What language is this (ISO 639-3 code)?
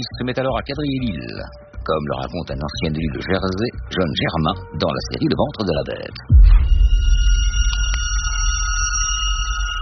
fra